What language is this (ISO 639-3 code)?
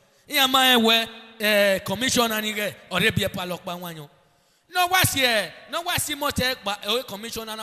bin